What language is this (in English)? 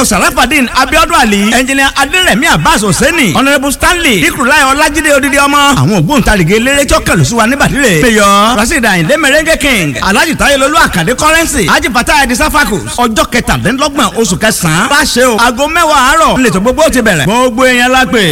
Yoruba